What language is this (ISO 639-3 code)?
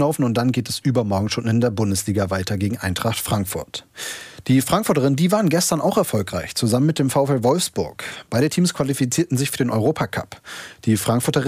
deu